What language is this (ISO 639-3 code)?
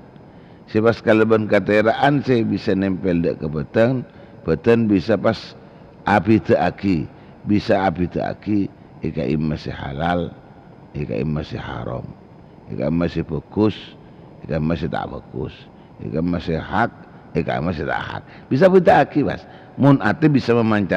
mad